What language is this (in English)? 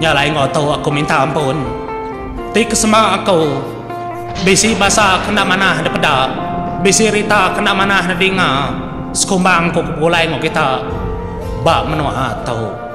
Iban